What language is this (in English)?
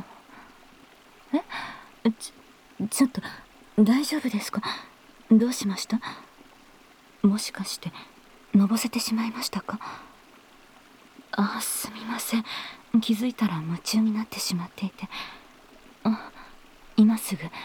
Japanese